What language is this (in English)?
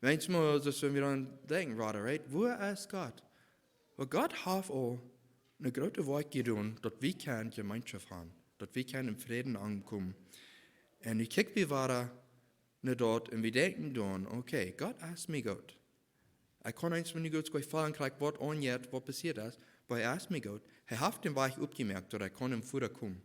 Plautdietsch